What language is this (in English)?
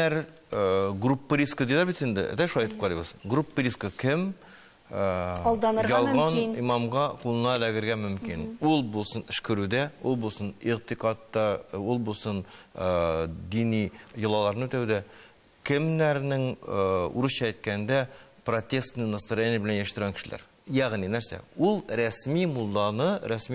Tatar